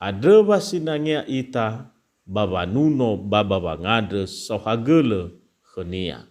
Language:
Nias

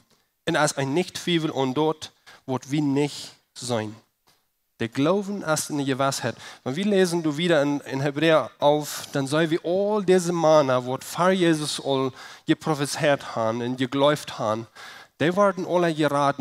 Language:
Plautdietsch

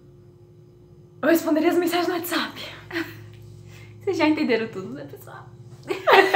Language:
Portuguese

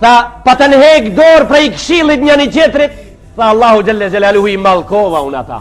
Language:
Albanian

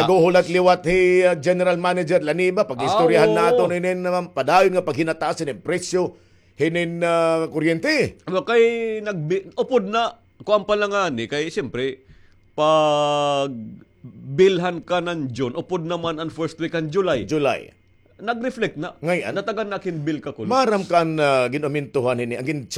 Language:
Waray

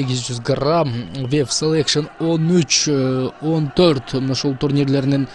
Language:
Kyrgyz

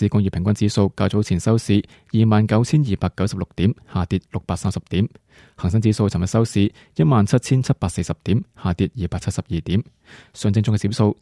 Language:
Cantonese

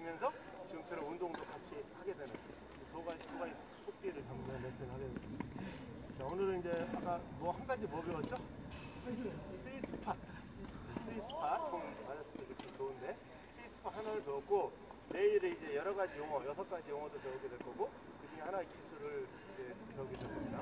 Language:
Korean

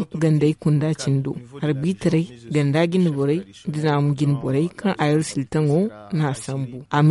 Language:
Zarma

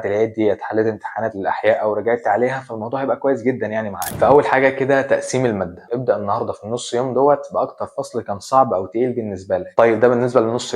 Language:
Egyptian Arabic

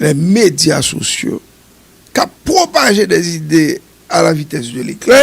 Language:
Haitian Creole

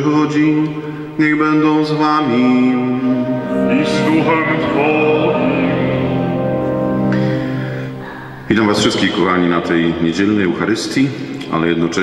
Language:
Polish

